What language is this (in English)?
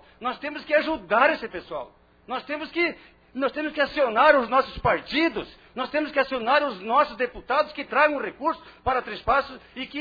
Portuguese